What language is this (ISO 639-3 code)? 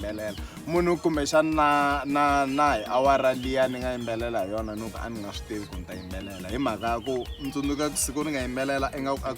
tso